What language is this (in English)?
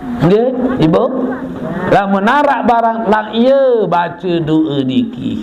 Sasak